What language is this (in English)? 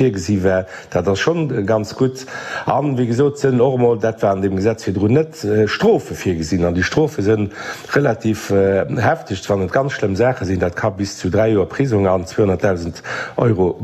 Luxembourgish